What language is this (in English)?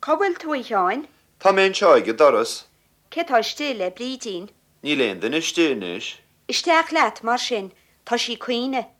Irish